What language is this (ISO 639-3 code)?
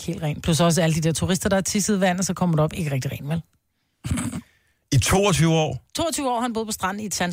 dan